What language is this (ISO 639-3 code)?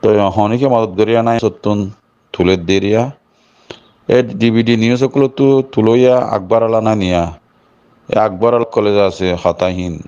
rhg